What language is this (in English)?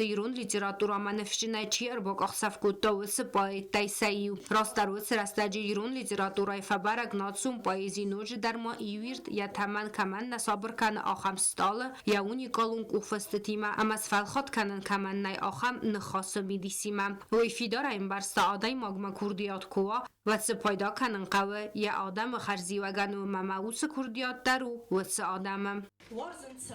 Ossetic